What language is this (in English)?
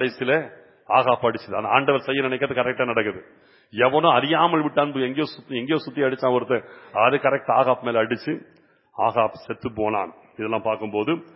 Tamil